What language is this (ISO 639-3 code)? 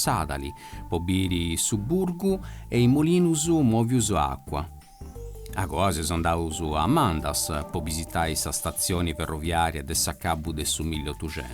srd